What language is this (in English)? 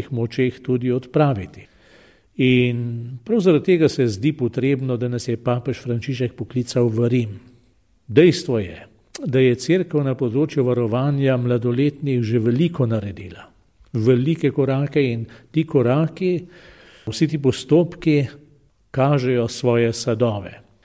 Slovenian